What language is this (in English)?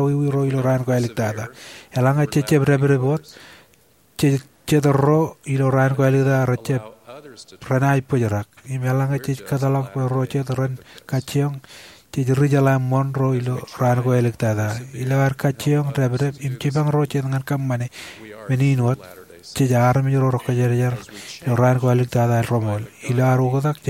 Marshallese